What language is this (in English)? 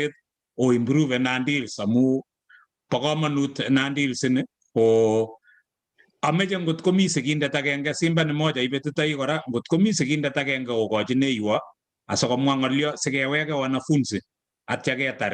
Kalenjin